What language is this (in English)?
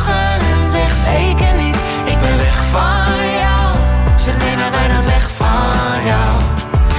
Dutch